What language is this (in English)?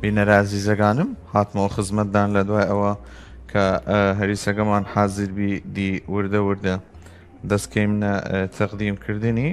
Southern Kurdish